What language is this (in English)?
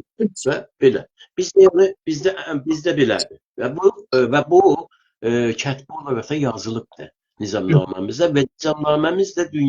South Azerbaijani